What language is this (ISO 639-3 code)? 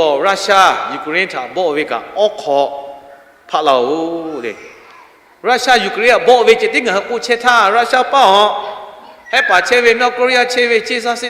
lhu